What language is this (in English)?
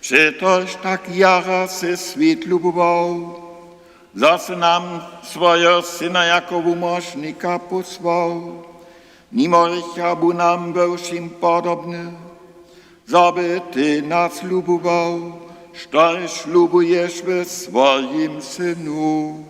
Upper Sorbian